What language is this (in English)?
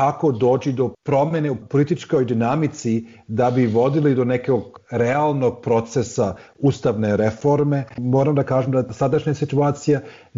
Bosnian